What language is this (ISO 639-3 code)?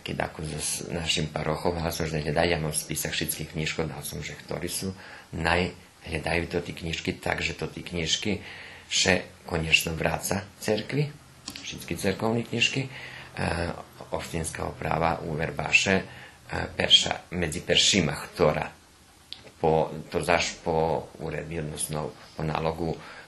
rue